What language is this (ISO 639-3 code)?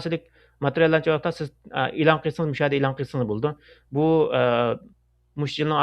uig